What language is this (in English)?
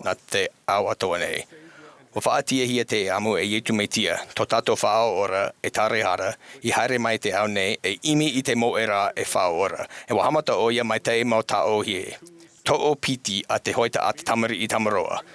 Tahitian